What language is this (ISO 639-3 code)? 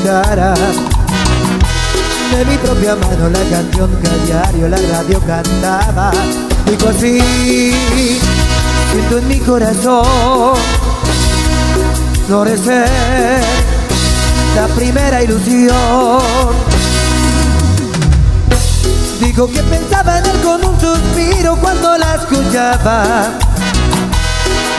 spa